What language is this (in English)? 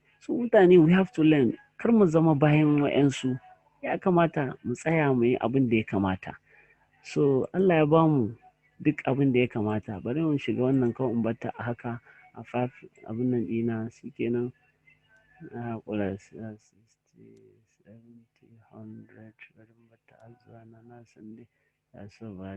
Hausa